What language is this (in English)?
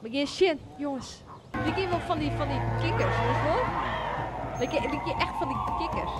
Western Frisian